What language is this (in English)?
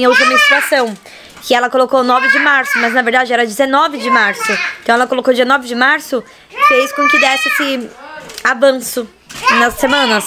Portuguese